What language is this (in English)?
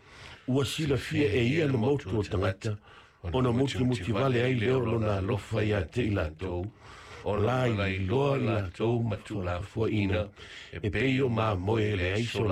Samoan